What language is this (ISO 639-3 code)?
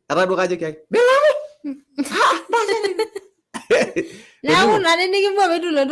mas